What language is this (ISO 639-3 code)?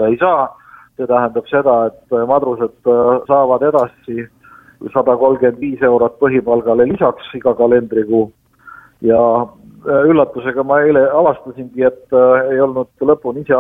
est